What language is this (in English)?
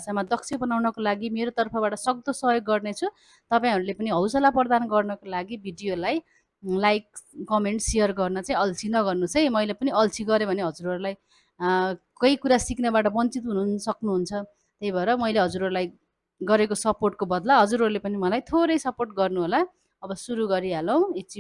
Nepali